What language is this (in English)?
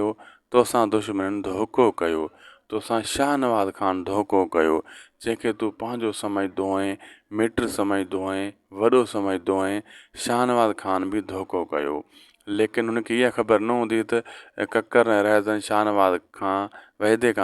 Sindhi